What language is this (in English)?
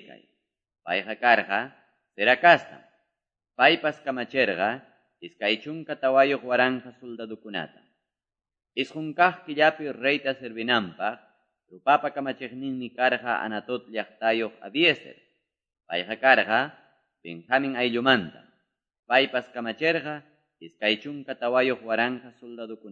Quechua